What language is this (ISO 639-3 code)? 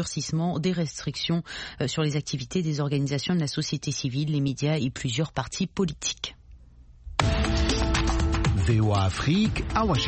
fra